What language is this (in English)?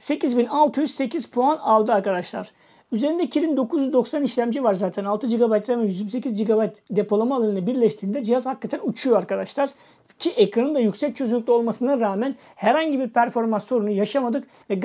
Turkish